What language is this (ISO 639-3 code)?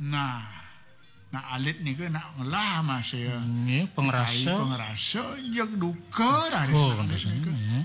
ban